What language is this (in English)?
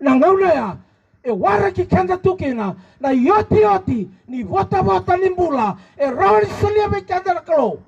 Fijian